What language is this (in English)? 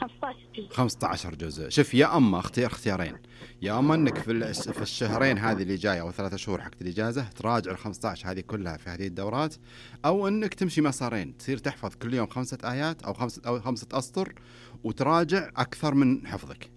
Najdi Arabic